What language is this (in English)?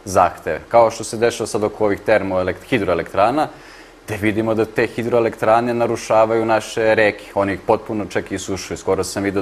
Serbian